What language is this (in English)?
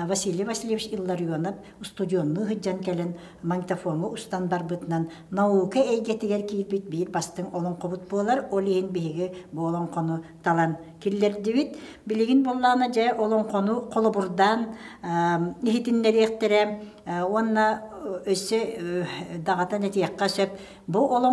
Yakut